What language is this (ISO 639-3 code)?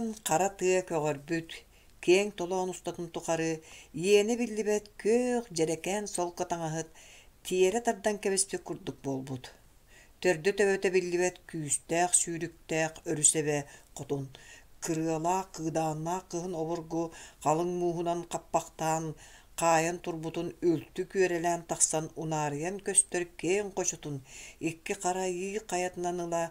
sah